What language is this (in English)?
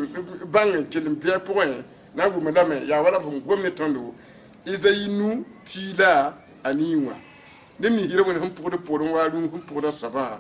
Mossi